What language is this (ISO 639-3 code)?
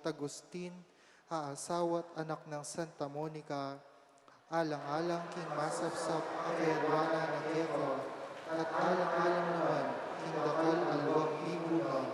pam